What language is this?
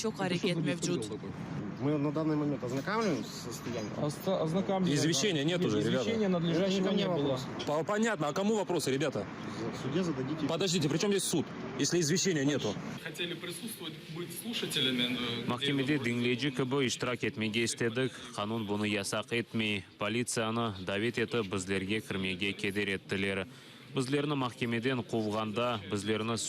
Crimean Tatar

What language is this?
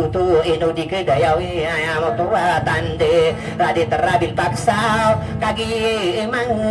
Maranao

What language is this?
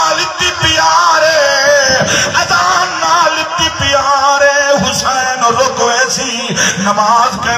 Saraiki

